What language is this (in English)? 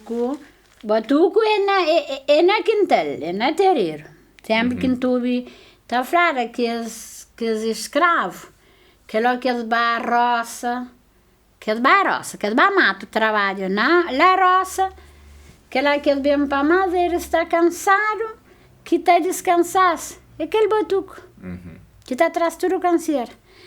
Kabuverdianu